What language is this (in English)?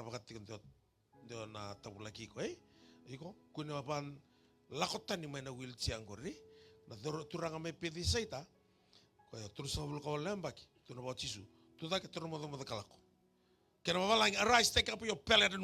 Fijian